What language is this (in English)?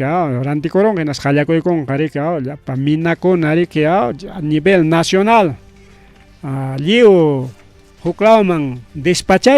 Ayacucho Quechua